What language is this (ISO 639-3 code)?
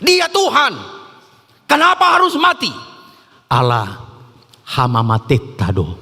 bbc